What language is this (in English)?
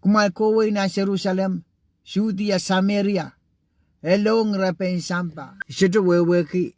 Pohnpeian